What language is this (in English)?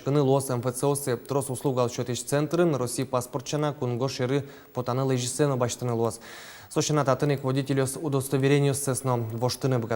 Udmurt